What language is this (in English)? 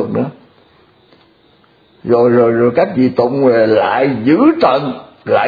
Vietnamese